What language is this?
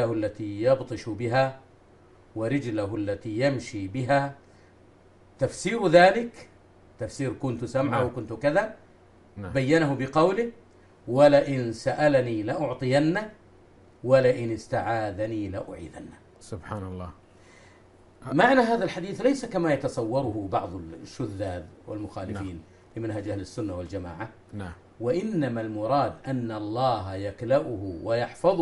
Arabic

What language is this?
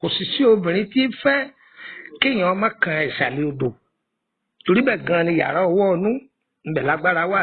Yoruba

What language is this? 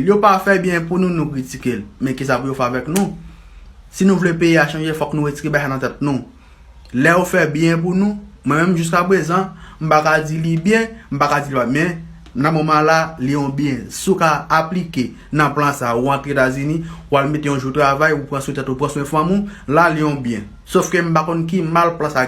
Haitian Creole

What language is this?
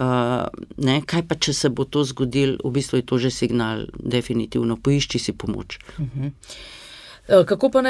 Slovenian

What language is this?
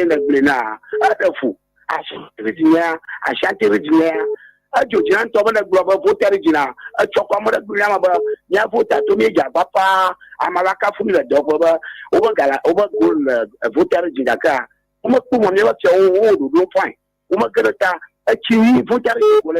Ewe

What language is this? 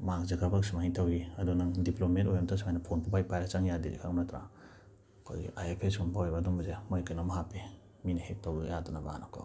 Manipuri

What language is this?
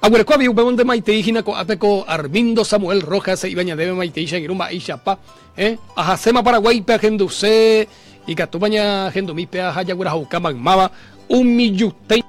Guarani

